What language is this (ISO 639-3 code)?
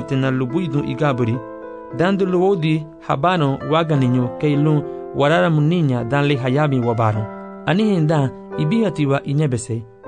cab